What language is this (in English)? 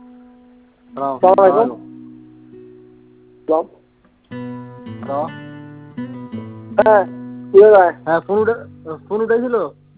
Bangla